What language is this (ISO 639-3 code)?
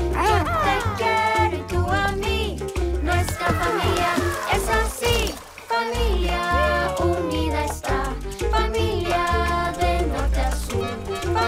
spa